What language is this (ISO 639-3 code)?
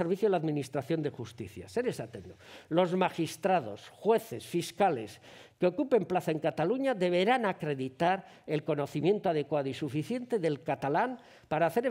eus